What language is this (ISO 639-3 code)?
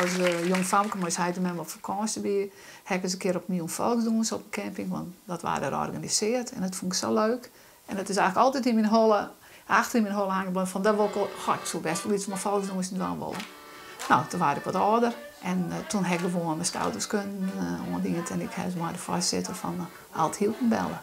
fry